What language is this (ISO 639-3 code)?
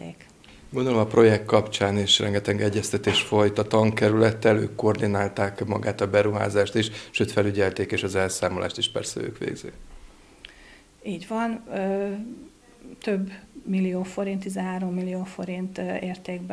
hun